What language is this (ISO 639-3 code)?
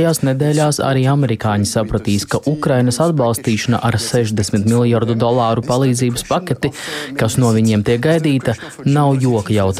lav